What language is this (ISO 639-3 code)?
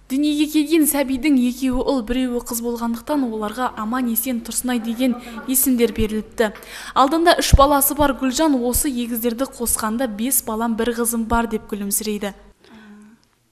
kaz